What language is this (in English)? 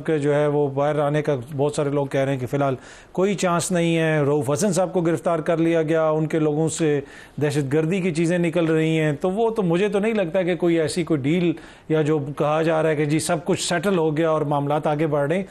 Urdu